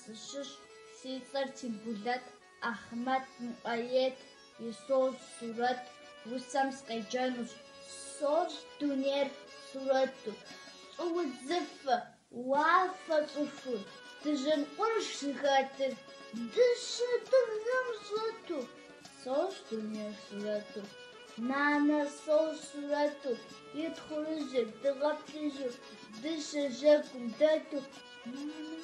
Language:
Kabardian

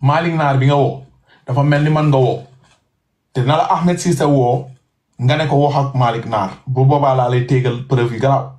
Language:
Wolof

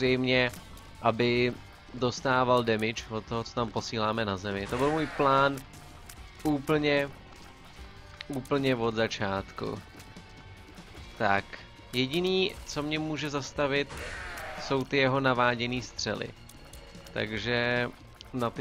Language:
Czech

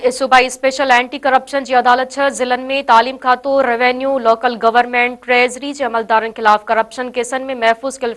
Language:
Sindhi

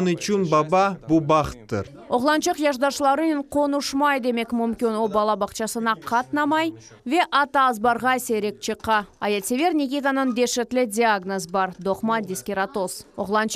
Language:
Crimean Tatar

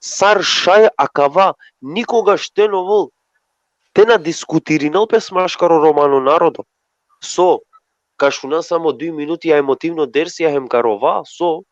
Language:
Balkan Romani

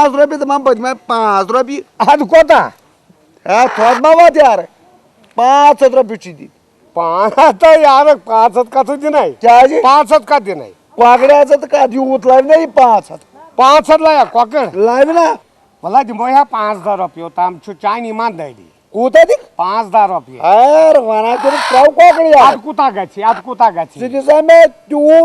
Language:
Kashmiri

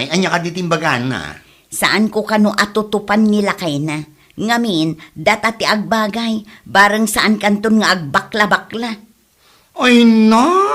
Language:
Iloko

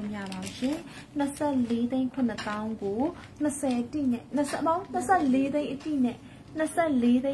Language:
Burmese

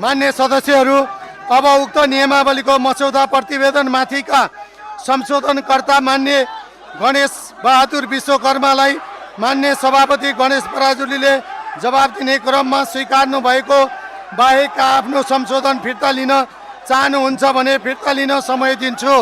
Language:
Nepali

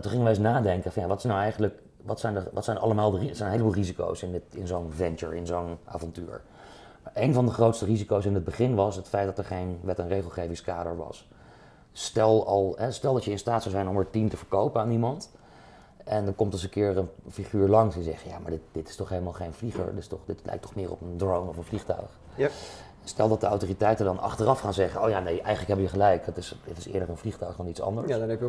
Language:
Dutch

